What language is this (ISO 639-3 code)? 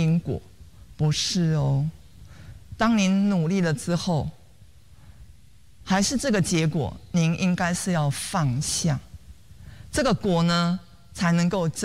zho